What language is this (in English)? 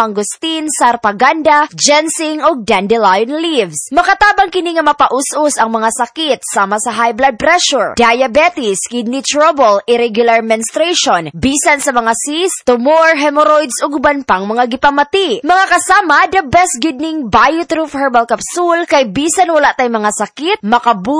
Cebuano